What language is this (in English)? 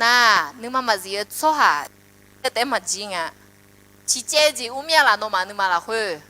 Akha